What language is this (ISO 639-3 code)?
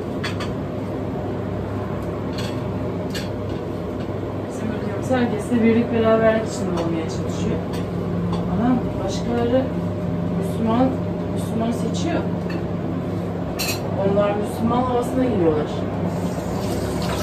tur